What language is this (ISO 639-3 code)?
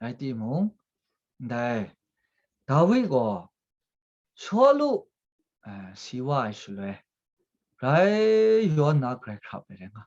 kac